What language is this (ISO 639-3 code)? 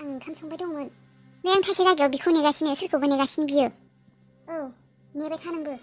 brx